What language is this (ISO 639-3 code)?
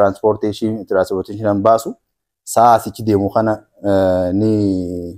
orm